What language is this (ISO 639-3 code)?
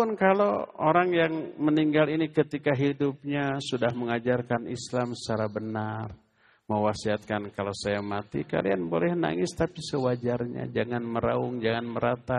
ind